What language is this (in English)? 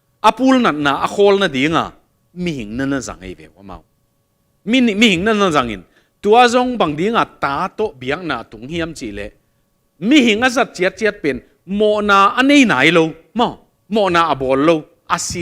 Tedim Chin